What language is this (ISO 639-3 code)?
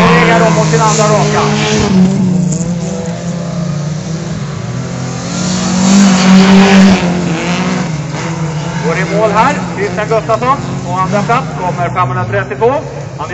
swe